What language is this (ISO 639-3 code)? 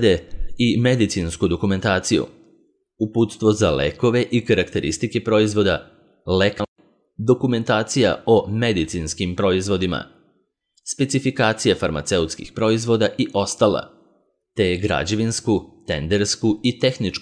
srp